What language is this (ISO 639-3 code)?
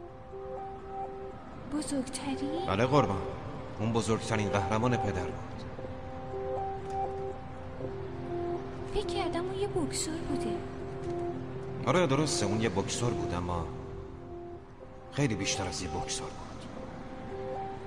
fas